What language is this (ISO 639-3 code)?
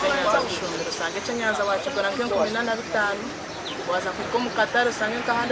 nyn